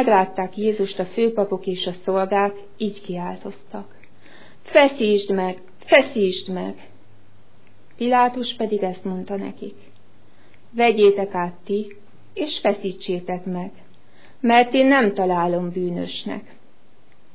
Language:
Hungarian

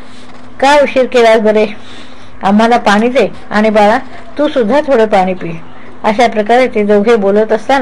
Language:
Marathi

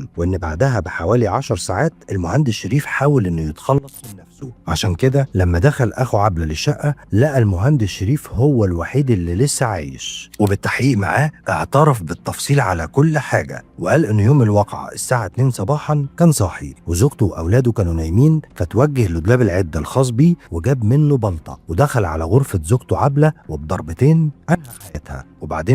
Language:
Egyptian Arabic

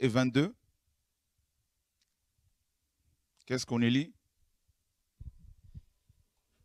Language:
French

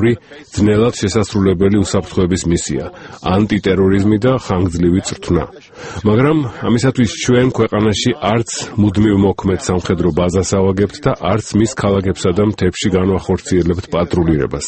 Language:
Georgian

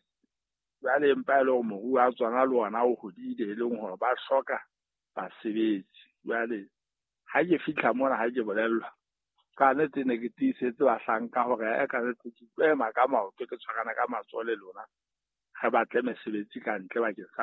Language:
Southern Sotho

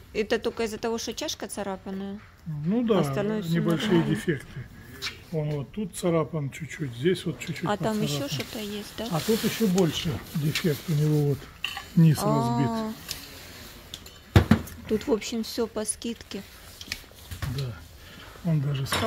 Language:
Russian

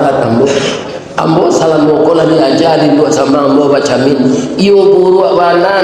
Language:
Minangkabau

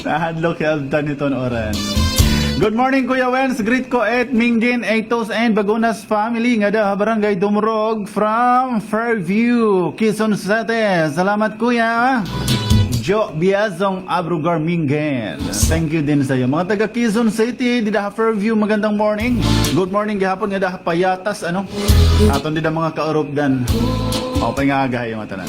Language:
Waray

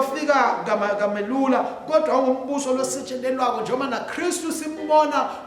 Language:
Swati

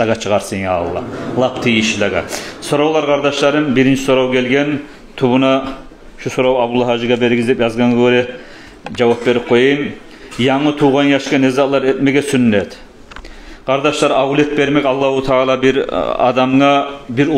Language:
Kumyk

